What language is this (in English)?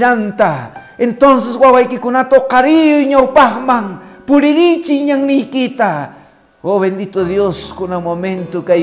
Quechua